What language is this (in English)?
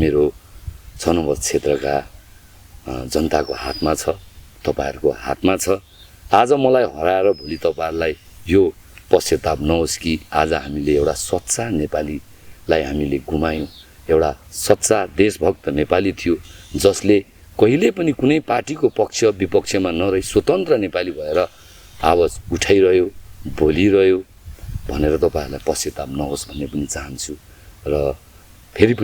Nepali